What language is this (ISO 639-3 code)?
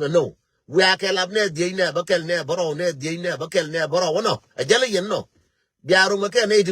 nus